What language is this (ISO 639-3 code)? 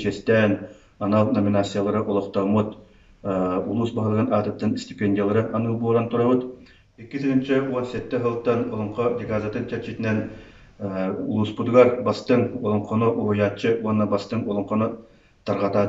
sah